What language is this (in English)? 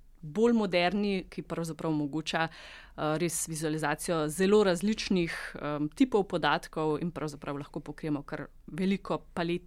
Slovenian